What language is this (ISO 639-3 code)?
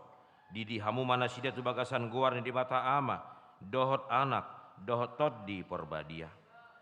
bbc